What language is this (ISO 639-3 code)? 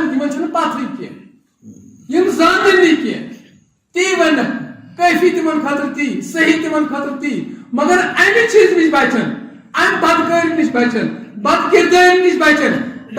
kas